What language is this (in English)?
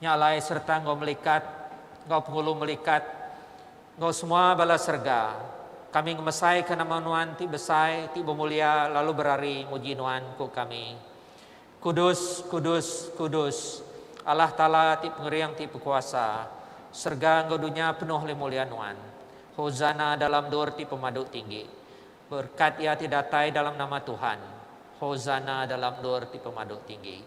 Iban